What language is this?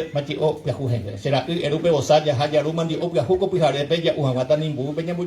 Guarani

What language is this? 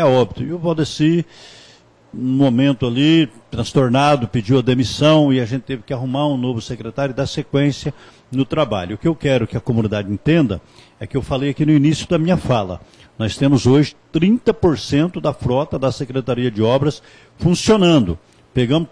Portuguese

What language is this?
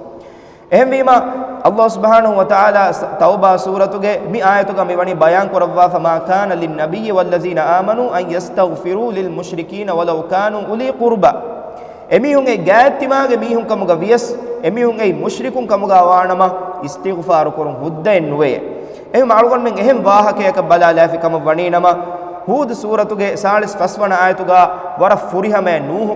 Divehi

